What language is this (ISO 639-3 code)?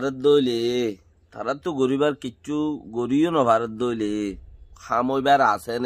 rhg